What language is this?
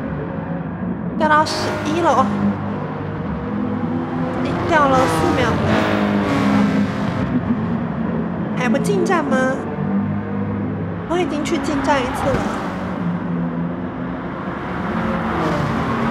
Chinese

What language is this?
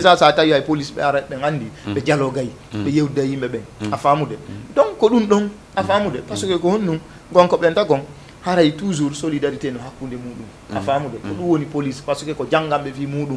Fula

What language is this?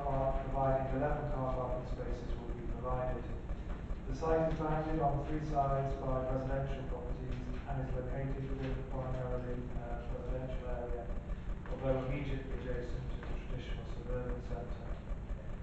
English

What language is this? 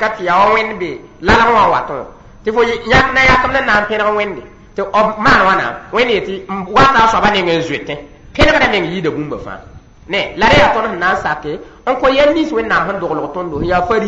Mossi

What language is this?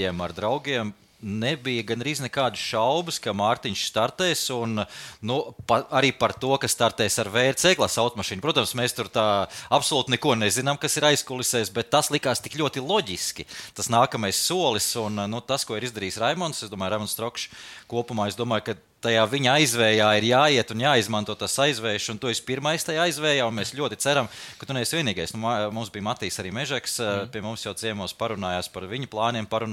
Latvian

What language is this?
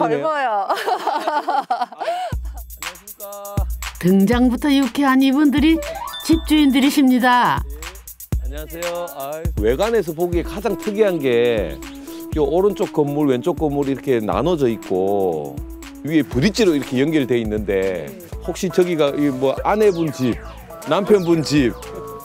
Korean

